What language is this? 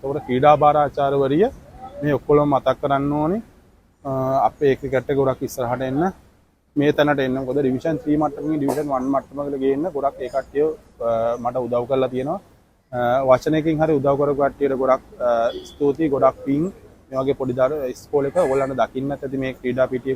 Sinhala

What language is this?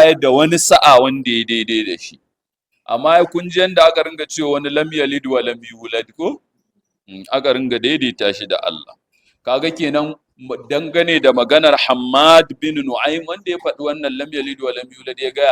Hausa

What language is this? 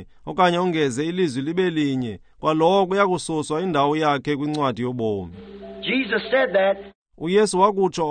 Xhosa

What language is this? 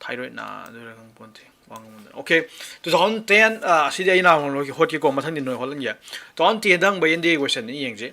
Manipuri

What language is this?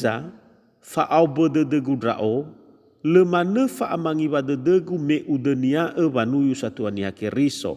Nias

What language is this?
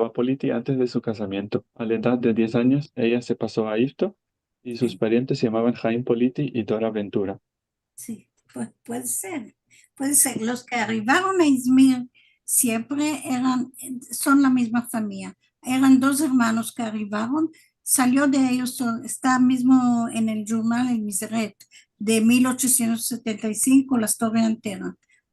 Ladino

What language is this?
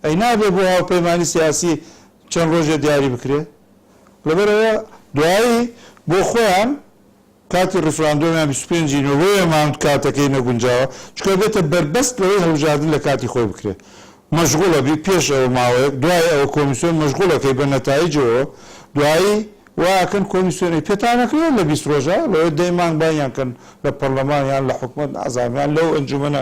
Central Kurdish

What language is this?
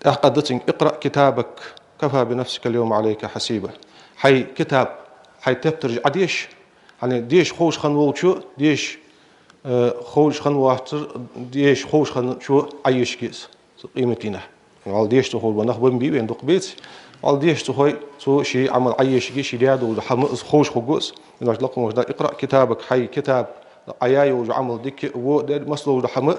Ingush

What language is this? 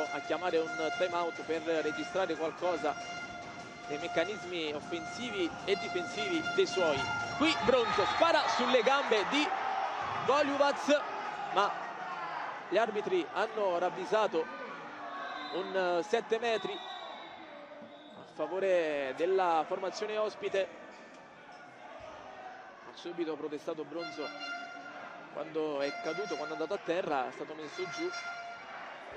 Italian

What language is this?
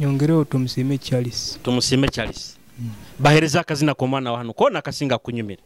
Nyoro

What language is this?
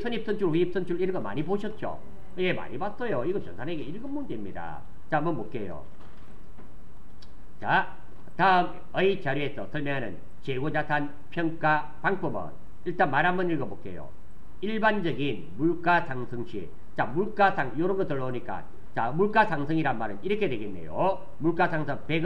Korean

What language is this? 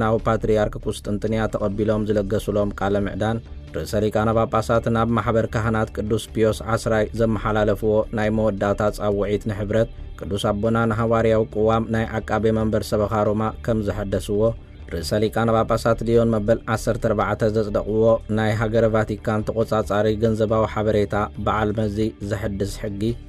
Tigrinya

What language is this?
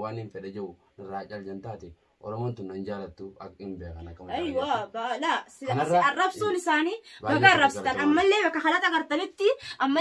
Oromo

